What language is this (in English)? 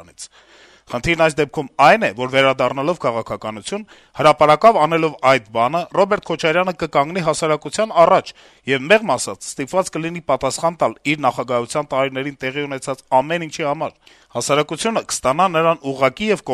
Armenian